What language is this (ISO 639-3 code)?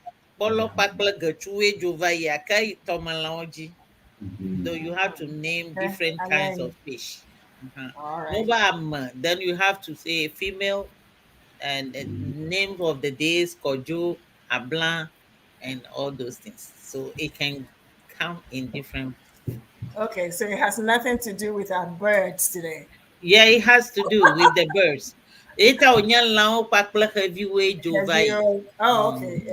ewe